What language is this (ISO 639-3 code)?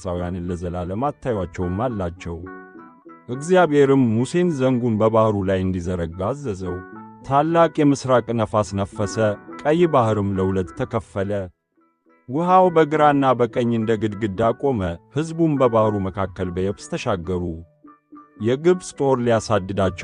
amh